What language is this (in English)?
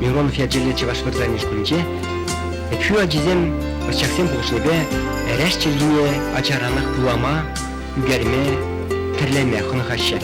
Chuvash